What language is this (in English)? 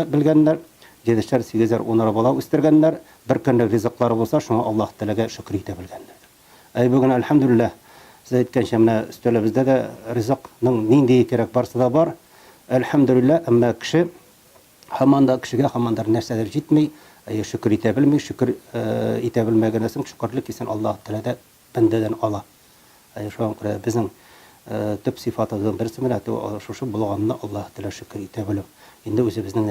Tatar